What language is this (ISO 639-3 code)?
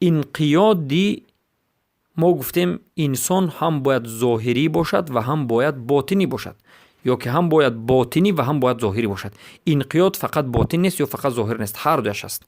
fas